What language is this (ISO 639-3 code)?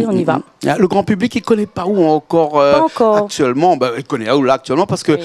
rcf